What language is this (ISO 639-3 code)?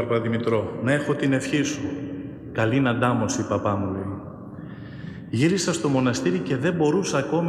ell